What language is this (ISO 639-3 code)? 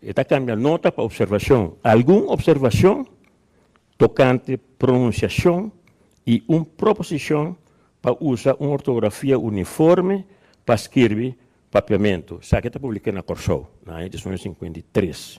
pap